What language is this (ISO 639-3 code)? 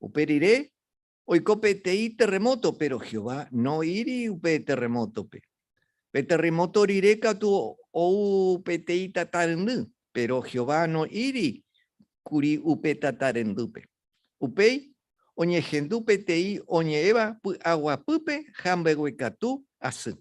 grn